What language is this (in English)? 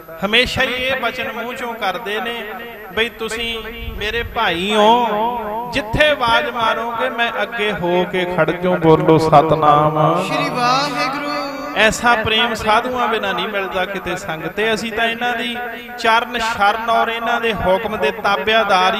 Punjabi